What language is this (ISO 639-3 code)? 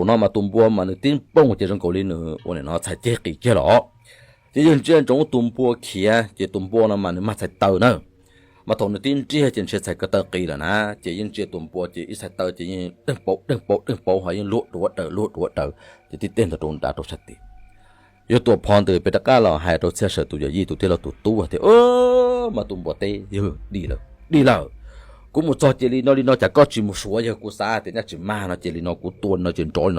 hmn